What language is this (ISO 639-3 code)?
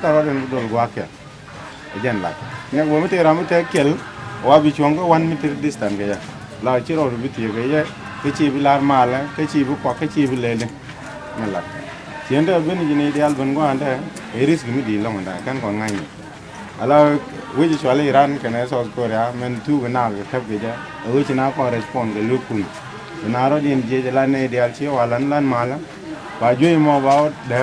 nus